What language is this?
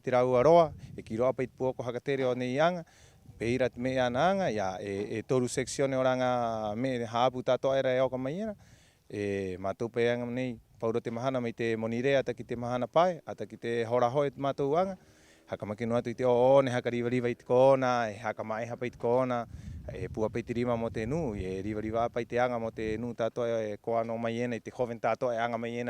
Rapanui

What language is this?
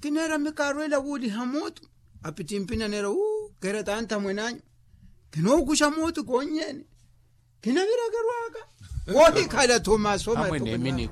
Makhuwa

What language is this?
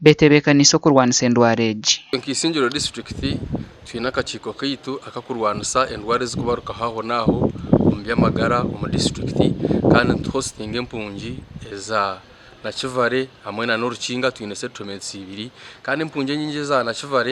Nyankole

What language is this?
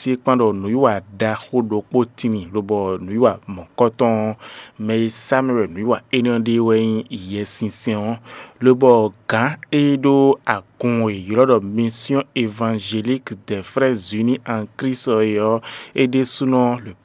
Fon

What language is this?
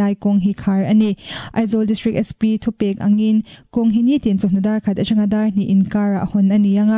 Mizo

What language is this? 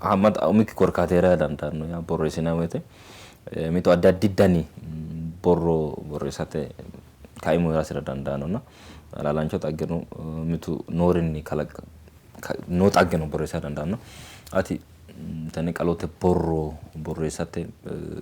Sidamo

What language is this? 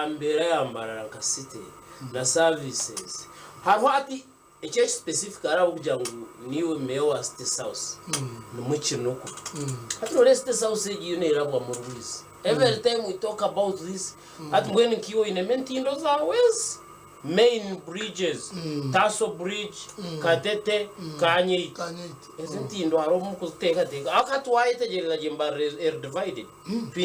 Nyankole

